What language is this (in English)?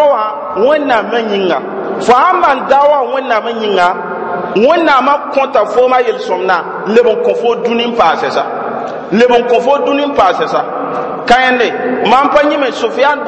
Mossi